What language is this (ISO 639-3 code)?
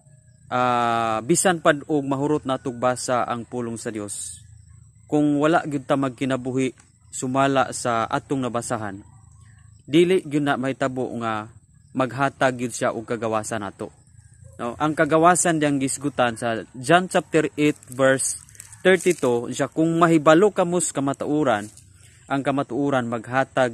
ceb